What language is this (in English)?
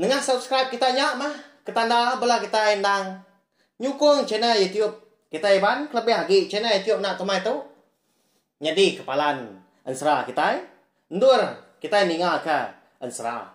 Iban